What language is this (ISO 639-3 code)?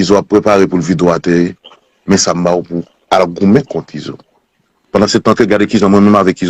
hat